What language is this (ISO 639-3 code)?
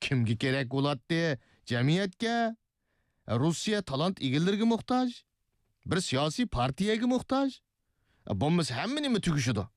uig